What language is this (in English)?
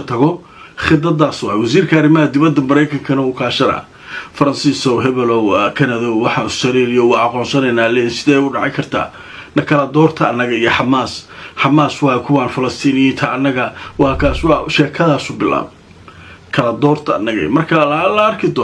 Somali